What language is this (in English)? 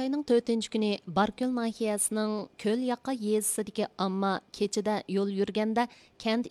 Uyghur